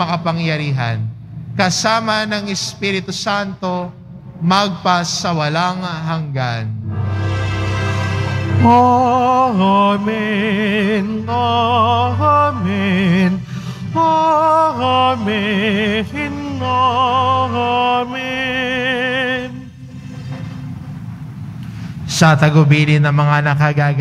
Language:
Filipino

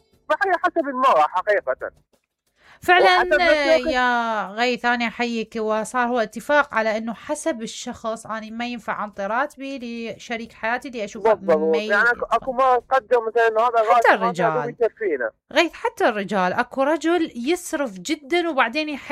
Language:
Mesopotamian Arabic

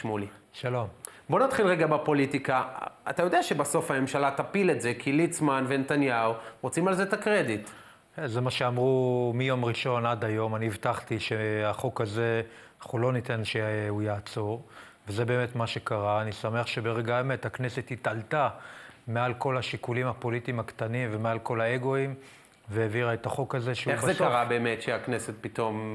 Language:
Hebrew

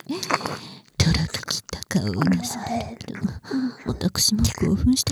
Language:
Japanese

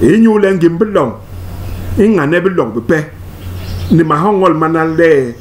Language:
Basaa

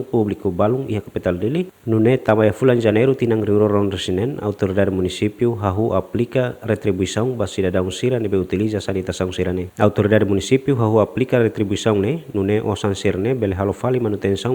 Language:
Tetum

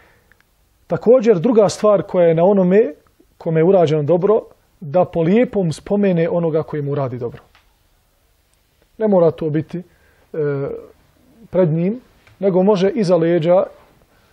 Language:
Bosnian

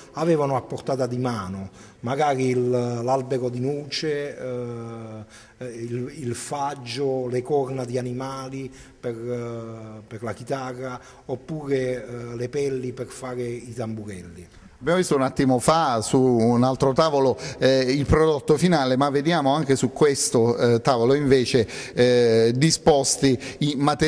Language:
Italian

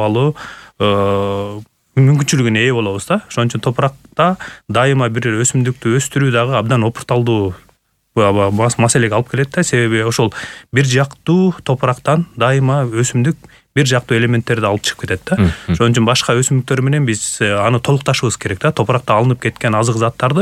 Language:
Kyrgyz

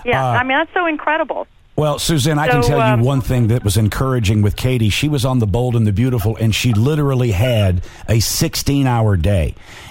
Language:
English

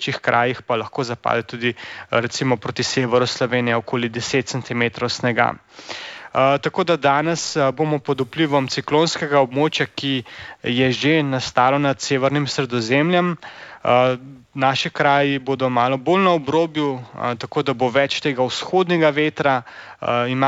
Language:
Slovenian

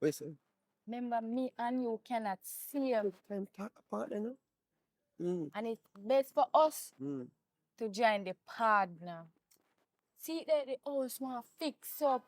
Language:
Jamaican Creole English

